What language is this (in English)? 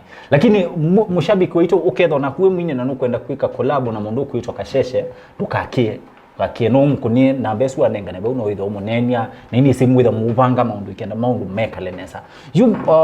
Kamba